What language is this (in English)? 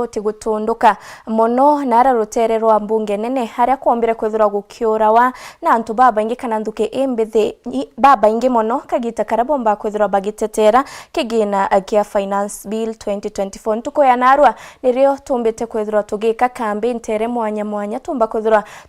Meru